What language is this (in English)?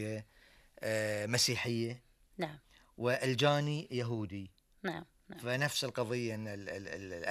Gulf Arabic